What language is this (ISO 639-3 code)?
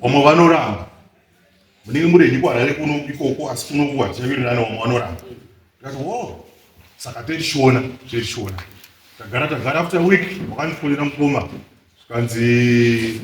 sna